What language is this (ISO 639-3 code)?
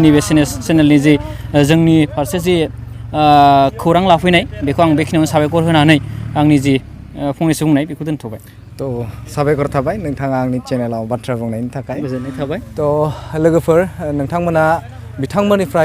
brx